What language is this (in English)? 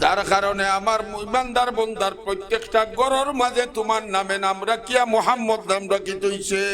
Sylheti